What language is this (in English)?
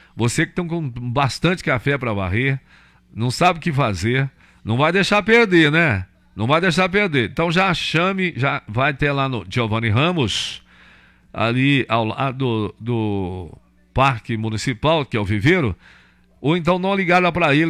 Portuguese